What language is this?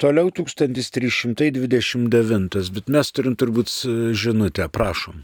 Lithuanian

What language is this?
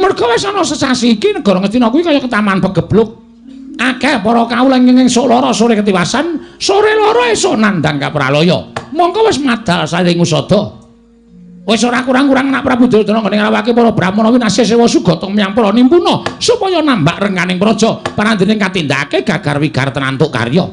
Javanese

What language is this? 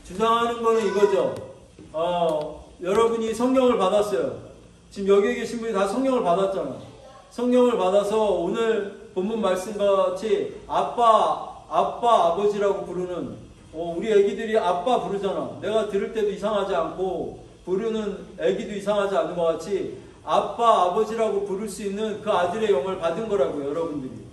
Korean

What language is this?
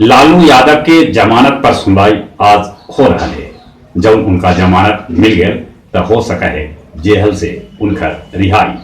Magahi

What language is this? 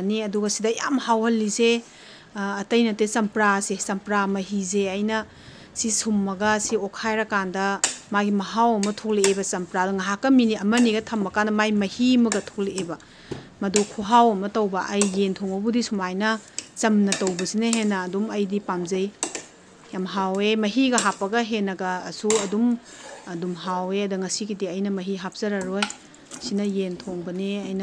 Manipuri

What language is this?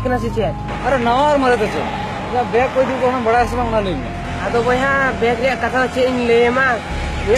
Santali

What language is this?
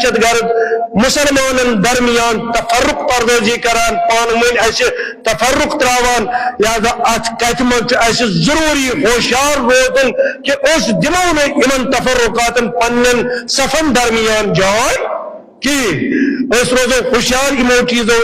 Kashmiri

